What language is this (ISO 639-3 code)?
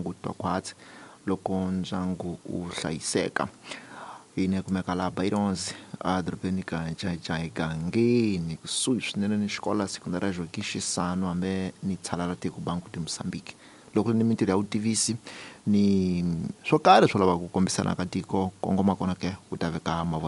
tso